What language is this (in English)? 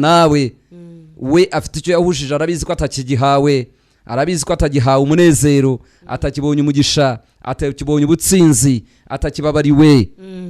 Kinyarwanda